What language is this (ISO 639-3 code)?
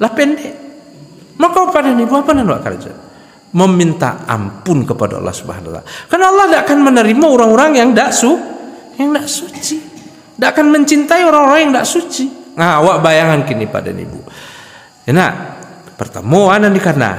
min